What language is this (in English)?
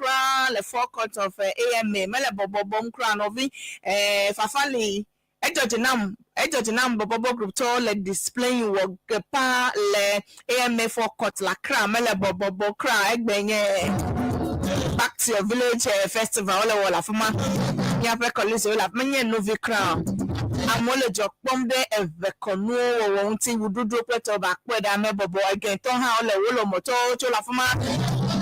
Ewe